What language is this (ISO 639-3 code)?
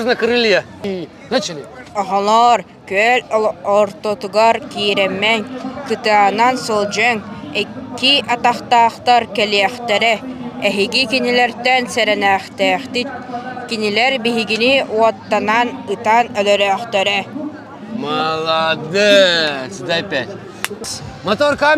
sah